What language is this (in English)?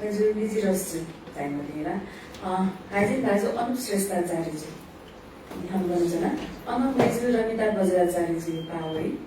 Newari